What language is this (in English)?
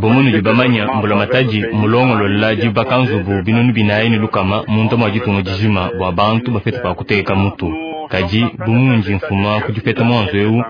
Luba-Lulua